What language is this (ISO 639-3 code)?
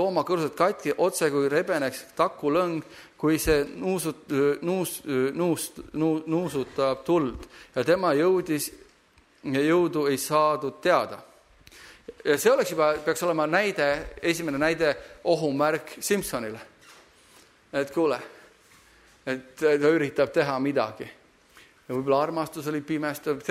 est